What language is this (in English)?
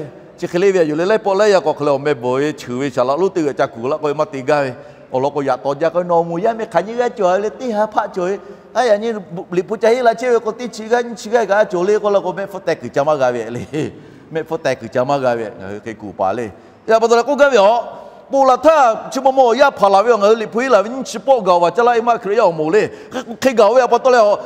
Lahu